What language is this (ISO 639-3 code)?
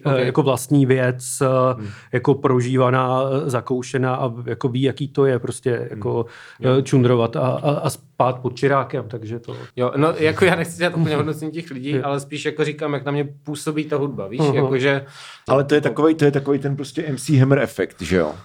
ces